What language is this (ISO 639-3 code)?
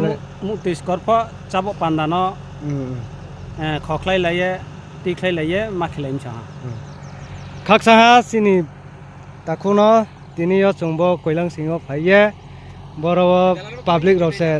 ria